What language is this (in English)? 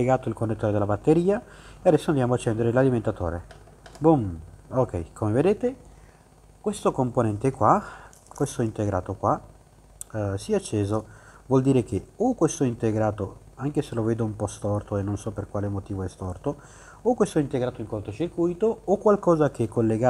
Italian